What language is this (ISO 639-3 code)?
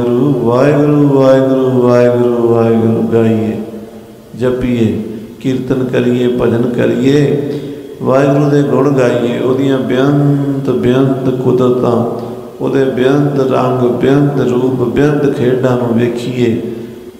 pan